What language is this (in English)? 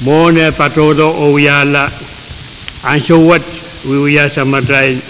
Pohnpeian